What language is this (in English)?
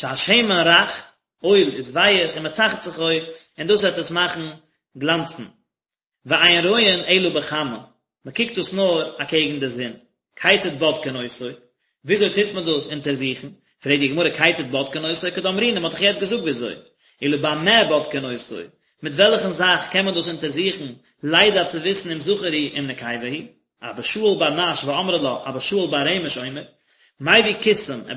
Yiddish